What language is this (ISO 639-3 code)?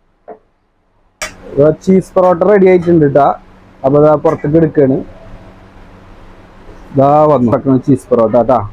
mal